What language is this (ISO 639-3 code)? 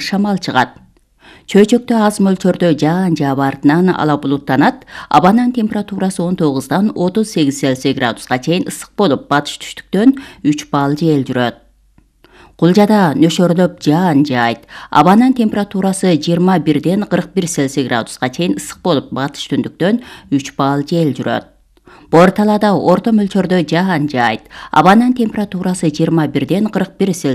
kir